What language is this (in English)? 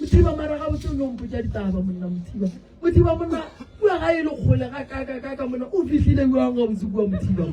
Northern Sotho